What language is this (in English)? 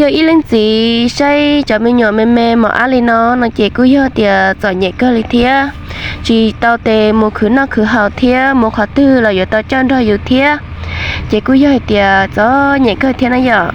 Hmong